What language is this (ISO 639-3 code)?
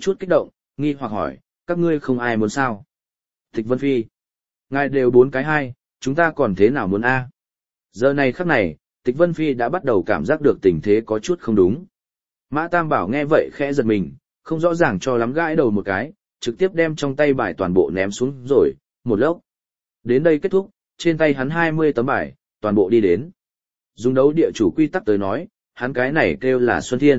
vie